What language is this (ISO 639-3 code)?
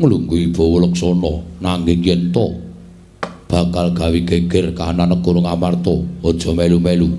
jav